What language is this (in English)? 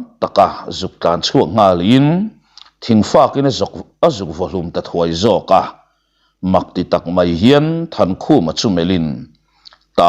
Mizo